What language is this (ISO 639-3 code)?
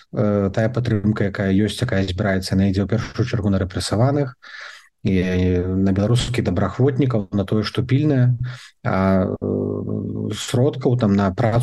bel